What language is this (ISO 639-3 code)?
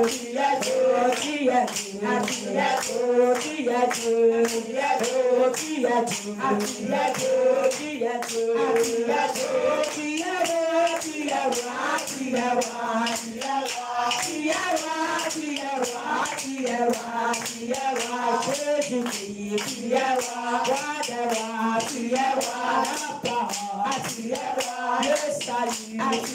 fra